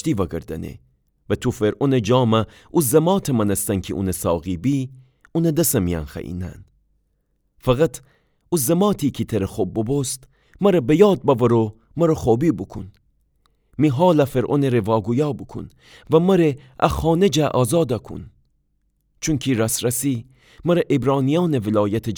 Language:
Gilaki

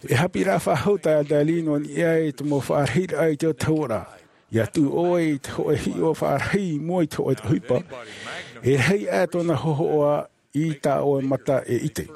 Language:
Tahitian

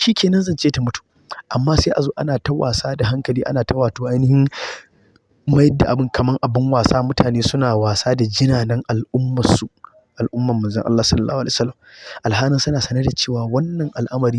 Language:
Hausa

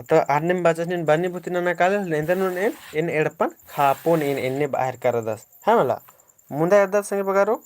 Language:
Kurukh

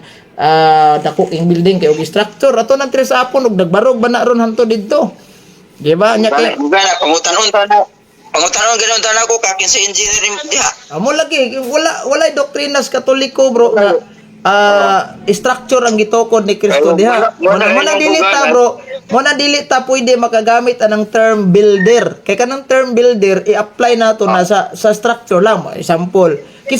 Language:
Cebuano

